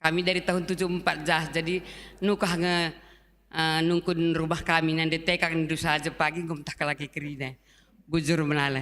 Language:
Batak Karo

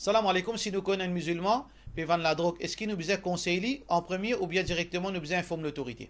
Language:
Morisyen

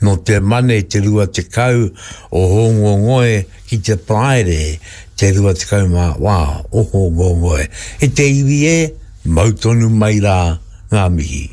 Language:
Māori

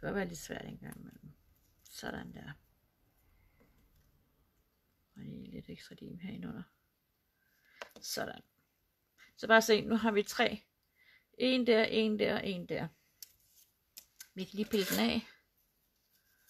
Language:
Danish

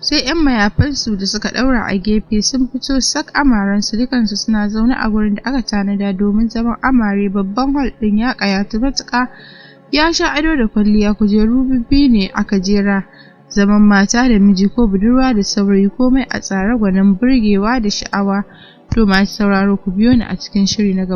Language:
Hausa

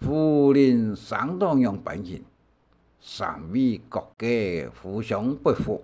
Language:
Hakka Chinese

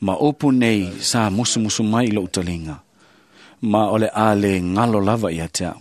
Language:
Samoan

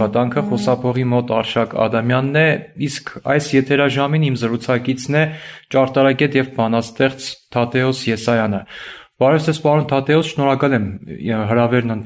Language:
Armenian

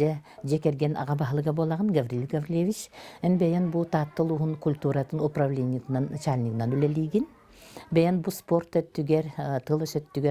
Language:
Yakut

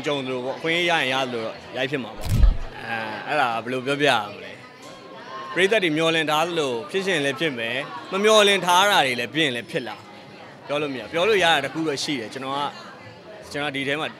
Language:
Burmese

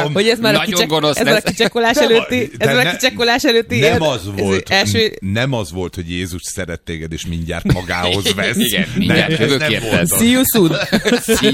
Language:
Hungarian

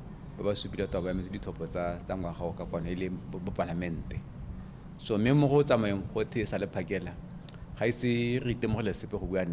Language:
Tswana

